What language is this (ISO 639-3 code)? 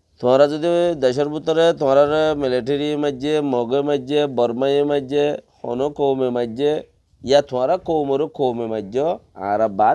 rhg